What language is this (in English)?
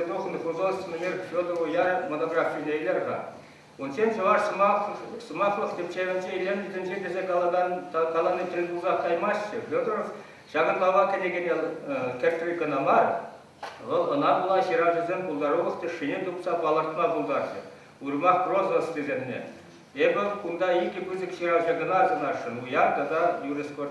Chuvash